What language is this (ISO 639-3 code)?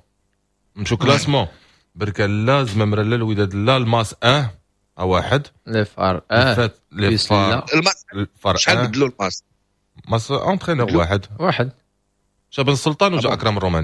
ary